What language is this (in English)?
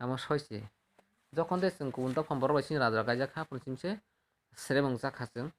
Kok Borok